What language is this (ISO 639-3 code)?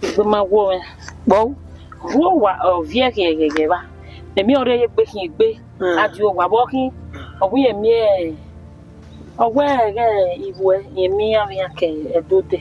bin